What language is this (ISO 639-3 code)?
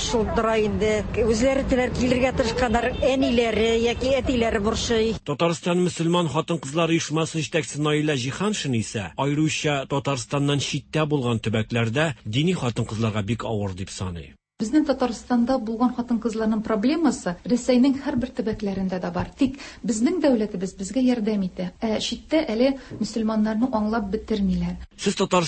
tat